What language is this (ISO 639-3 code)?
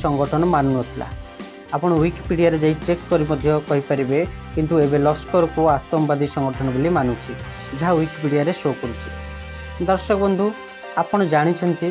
ori